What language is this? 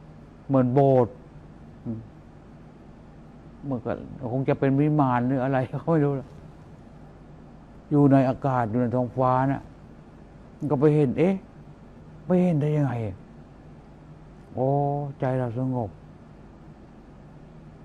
Thai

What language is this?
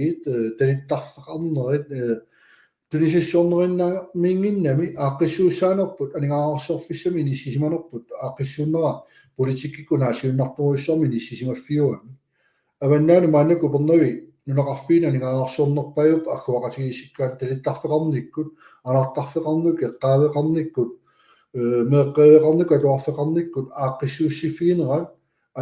Kalaallisut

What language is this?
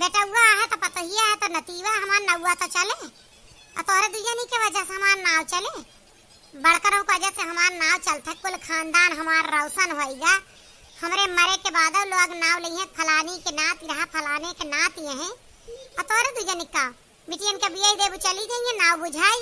Awadhi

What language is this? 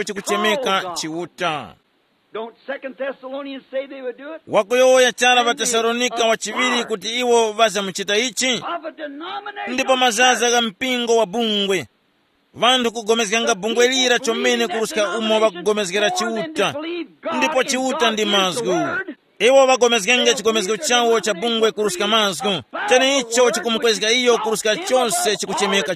Tumbuka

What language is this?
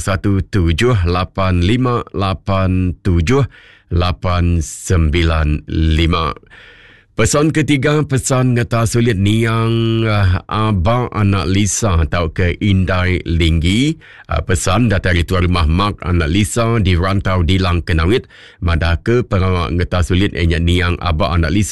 Iban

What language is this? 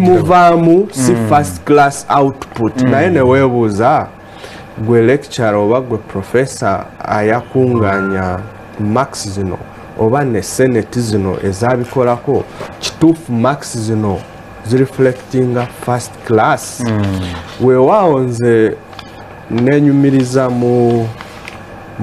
Ganda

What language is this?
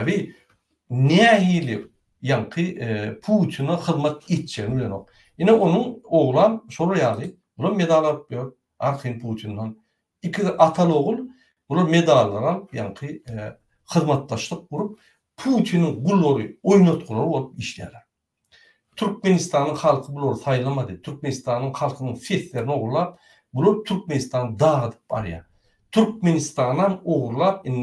Turkmen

